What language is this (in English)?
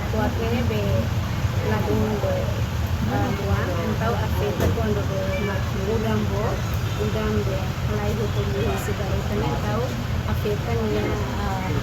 Tetum